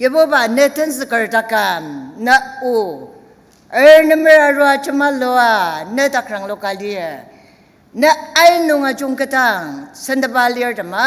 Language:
Ao Naga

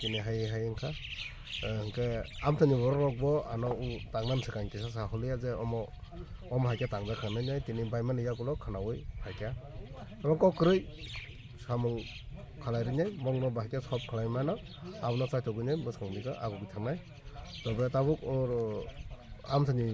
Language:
Kok Borok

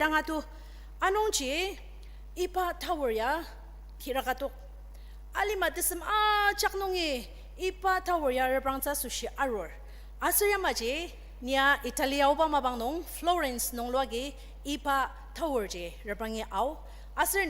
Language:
Ao Naga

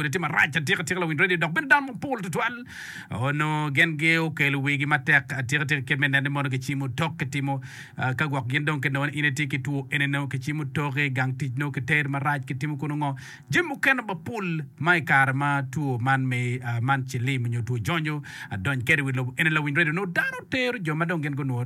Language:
Acoli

